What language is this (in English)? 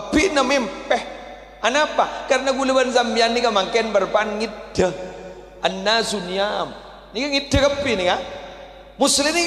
Madurese